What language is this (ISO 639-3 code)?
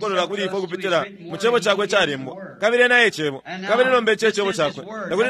bem